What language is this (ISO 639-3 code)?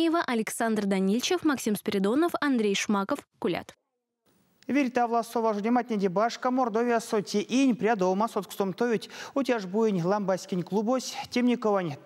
myv